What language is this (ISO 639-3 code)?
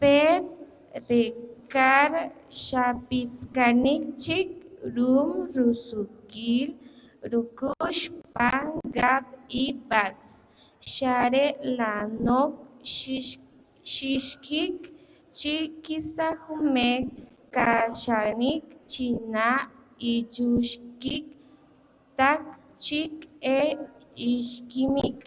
poh